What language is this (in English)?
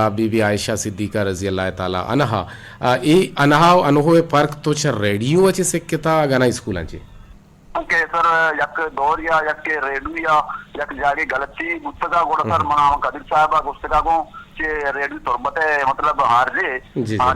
Eastern Balochi